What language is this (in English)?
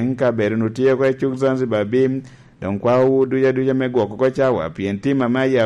Lango (Uganda)